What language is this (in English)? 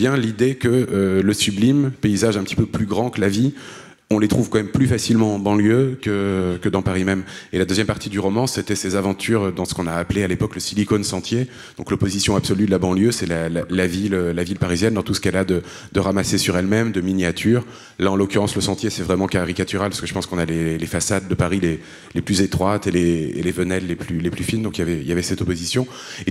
French